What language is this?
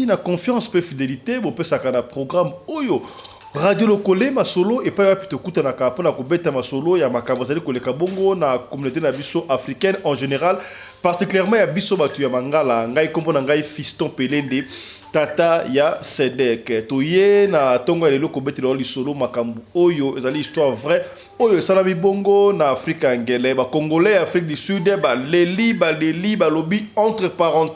Lingala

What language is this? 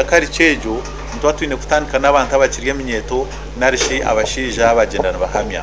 Nyankole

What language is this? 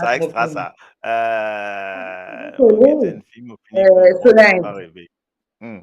Morisyen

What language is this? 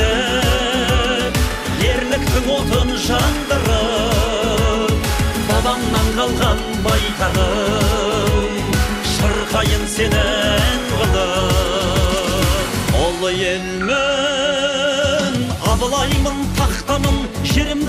Kazakh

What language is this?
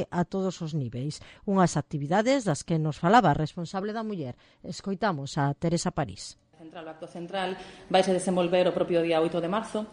Galician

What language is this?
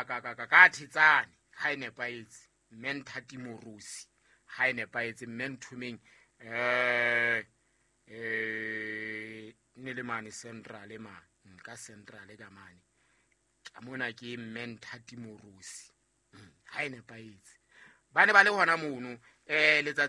Southern Sotho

